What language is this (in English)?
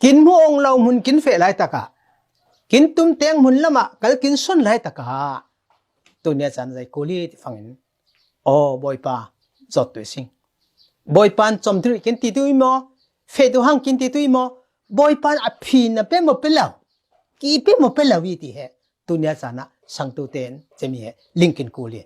Falam Chin